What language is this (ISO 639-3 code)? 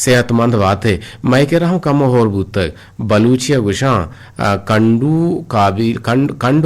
bgp